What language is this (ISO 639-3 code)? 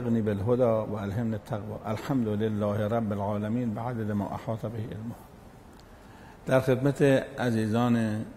fas